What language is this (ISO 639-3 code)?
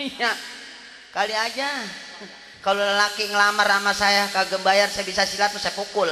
bew